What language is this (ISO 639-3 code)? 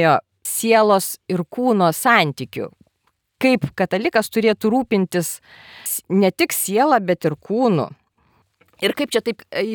lit